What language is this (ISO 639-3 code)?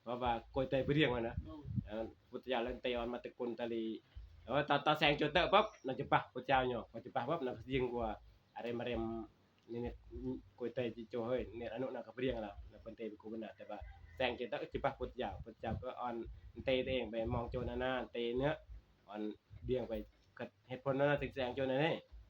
tts